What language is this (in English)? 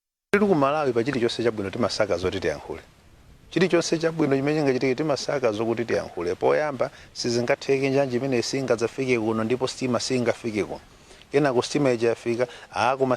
Nyanja